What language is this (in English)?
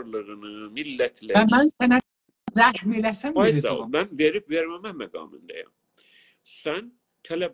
South Azerbaijani